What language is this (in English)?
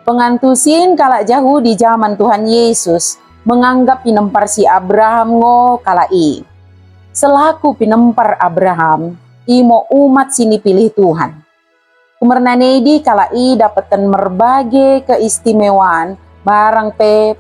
Batak Dairi